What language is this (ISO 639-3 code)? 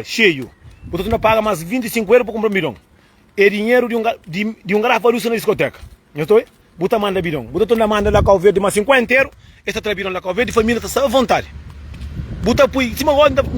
kea